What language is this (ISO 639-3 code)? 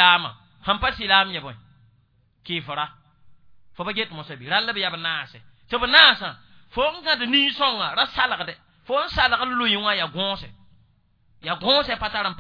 mos